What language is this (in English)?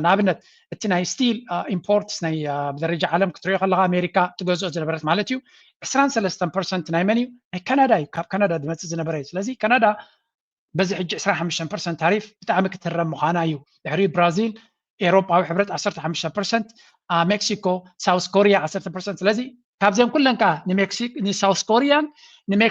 Tigrinya